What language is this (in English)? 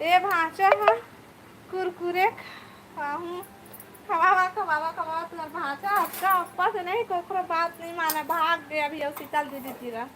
Chhattisgarhi